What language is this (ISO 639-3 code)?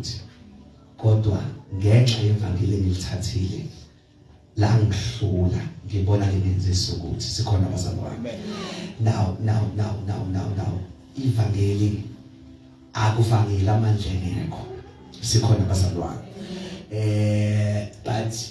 zul